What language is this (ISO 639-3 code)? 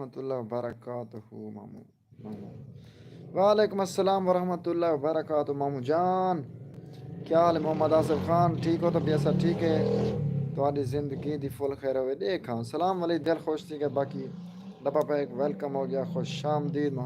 skr